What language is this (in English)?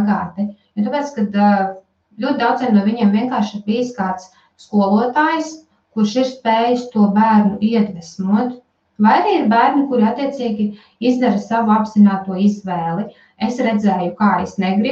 Latvian